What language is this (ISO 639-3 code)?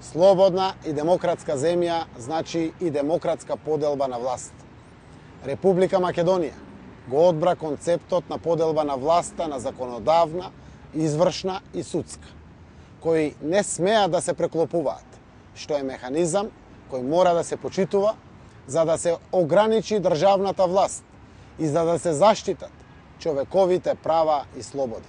mkd